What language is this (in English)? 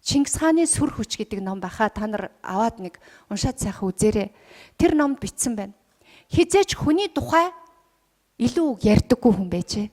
Mongolian